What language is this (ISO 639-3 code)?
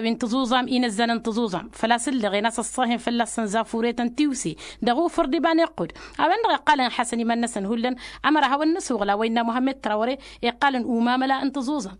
taq